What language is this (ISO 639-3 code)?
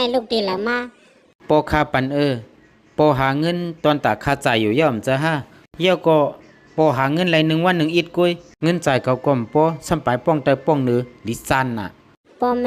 shn